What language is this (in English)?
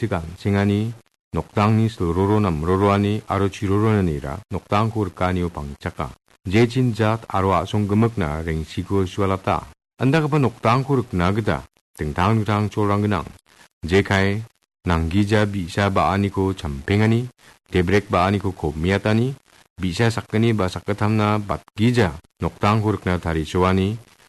Garo